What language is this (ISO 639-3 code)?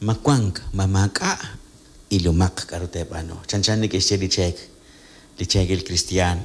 kek